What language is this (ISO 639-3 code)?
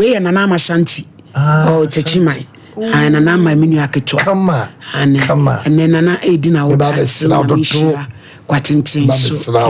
aka